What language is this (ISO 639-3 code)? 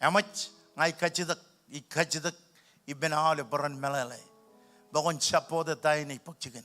mah